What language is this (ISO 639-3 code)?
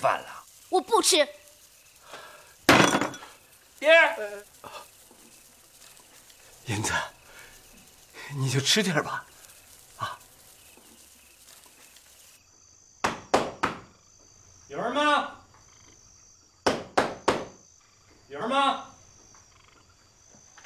zho